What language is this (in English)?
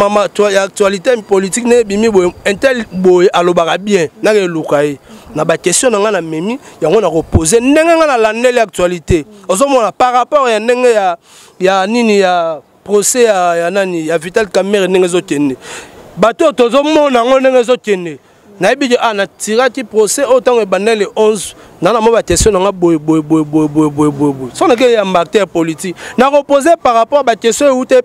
Lingala